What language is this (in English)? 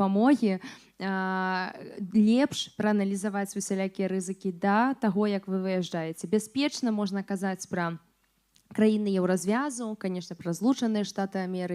Belarusian